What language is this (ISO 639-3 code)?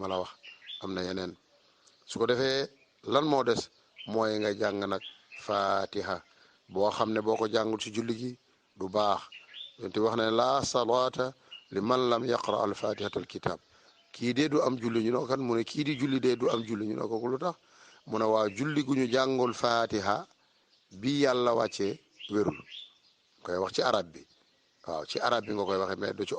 wol